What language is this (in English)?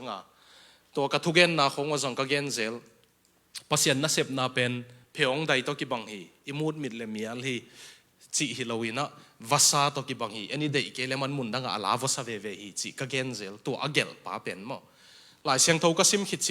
Tedim Chin